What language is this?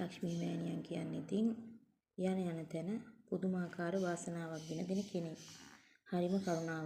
Sinhala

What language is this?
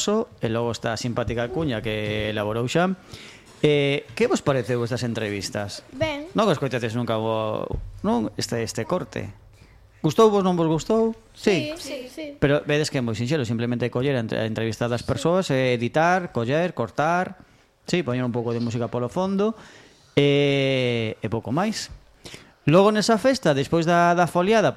Galician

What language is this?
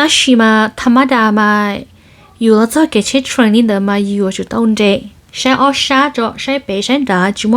Hmong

